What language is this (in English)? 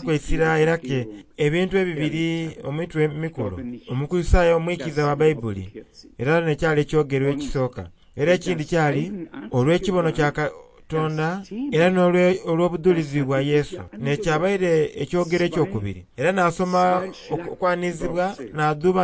Soga